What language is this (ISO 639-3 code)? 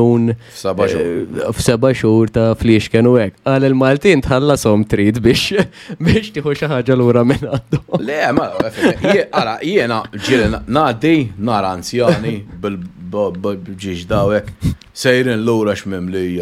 mlt